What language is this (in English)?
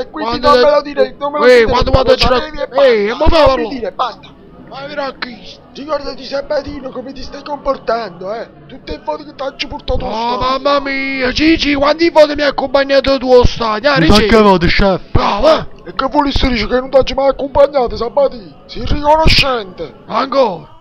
Neapolitan